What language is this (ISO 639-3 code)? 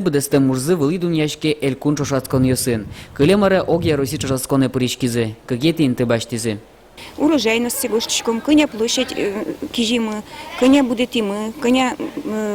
udm